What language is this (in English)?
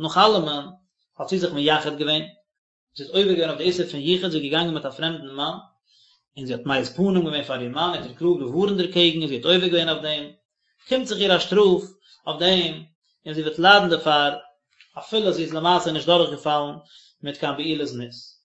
Yiddish